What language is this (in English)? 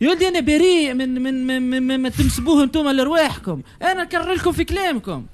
Tunisian Arabic